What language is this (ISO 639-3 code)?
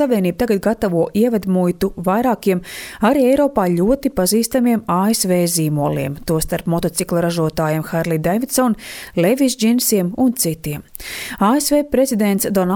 lav